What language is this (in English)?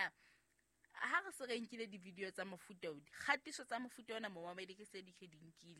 Southern Sotho